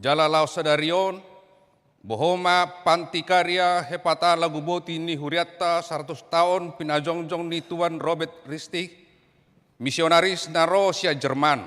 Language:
Batak Toba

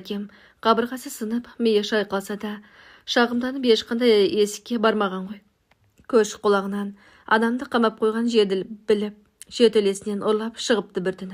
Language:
Kazakh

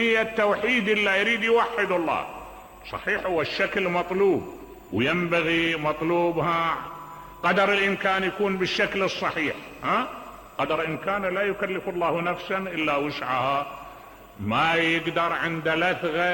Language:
Mesopotamian Arabic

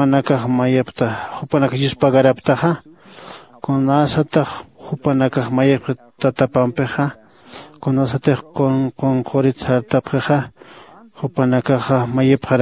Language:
Aymara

